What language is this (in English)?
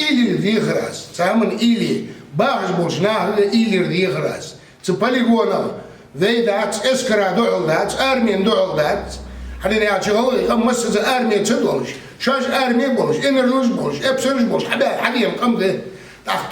Ingush